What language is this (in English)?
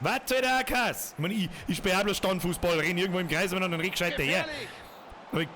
Bavarian